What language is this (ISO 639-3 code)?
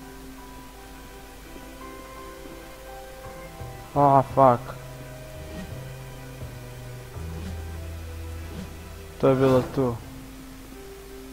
hrv